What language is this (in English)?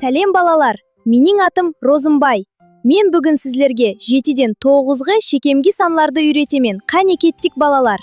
Kara-Kalpak